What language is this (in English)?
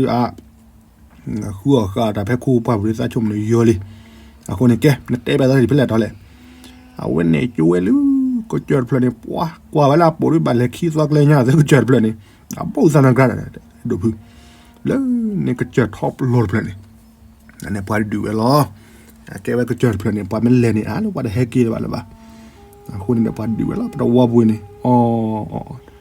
S'gaw Karen